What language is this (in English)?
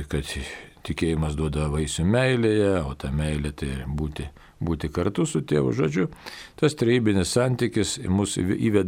Lithuanian